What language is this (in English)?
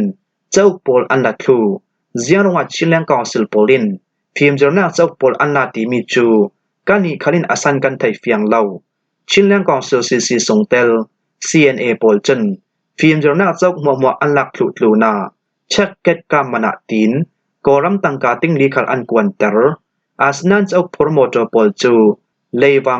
Falam Chin